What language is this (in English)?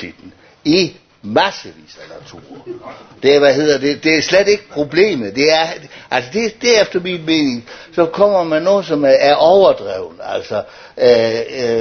Danish